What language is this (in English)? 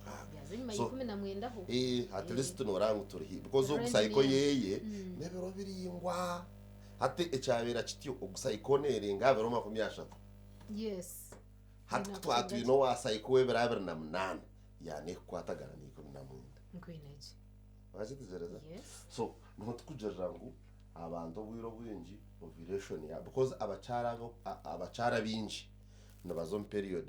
Nyankole